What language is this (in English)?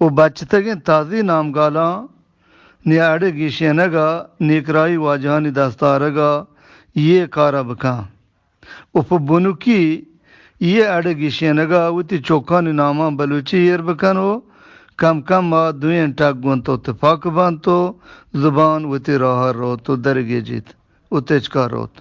Eastern Balochi